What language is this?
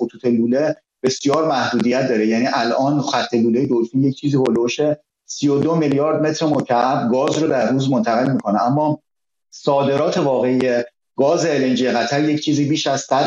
Persian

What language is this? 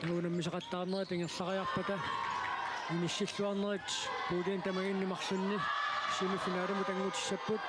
Kalaallisut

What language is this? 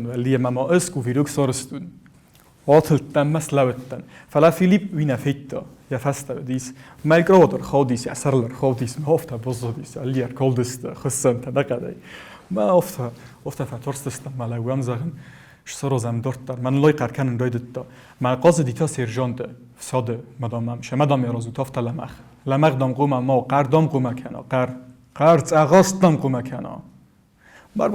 Ossetic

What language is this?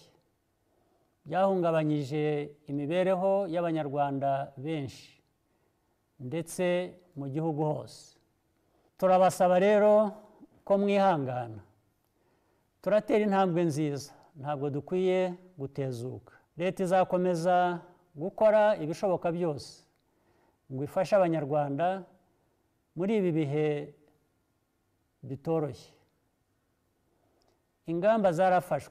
Kinyarwanda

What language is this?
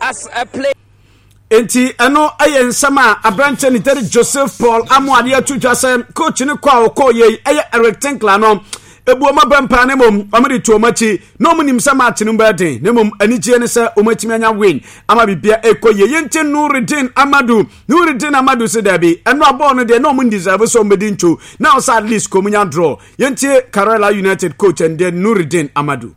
Akan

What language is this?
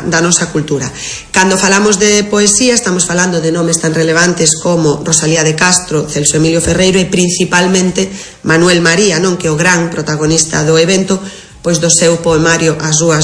Galician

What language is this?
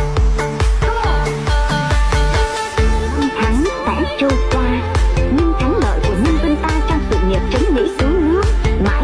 Vietnamese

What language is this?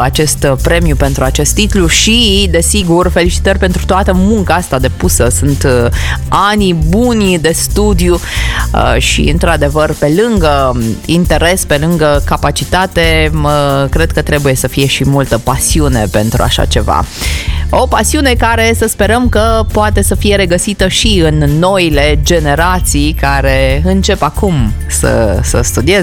Romanian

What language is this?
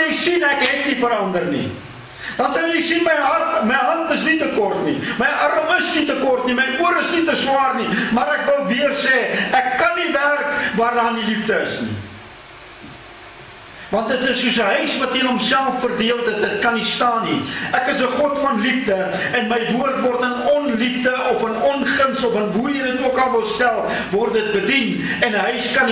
Afrikaans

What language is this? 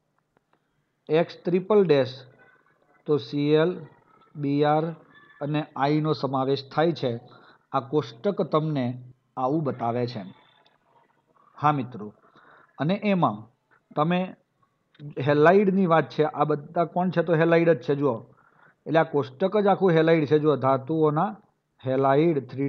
Gujarati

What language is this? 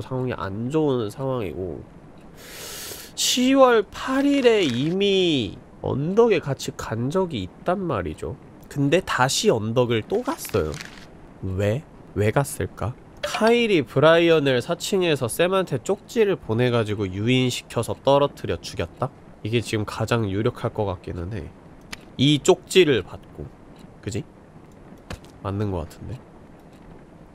Korean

